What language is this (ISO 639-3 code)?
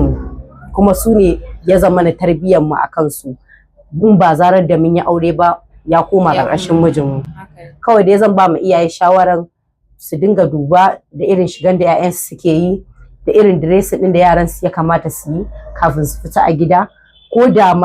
hau